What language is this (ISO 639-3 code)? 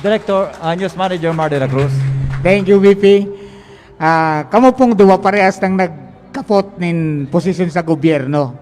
bik